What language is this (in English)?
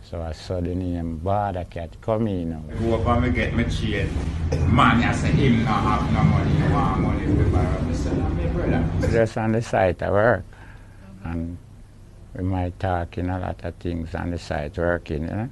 Jamaican Creole English